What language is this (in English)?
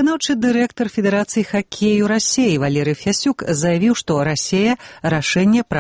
Belarusian